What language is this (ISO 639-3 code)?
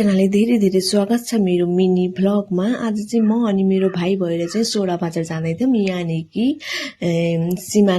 nep